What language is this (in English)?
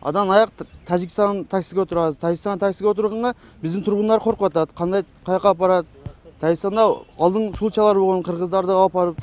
Kyrgyz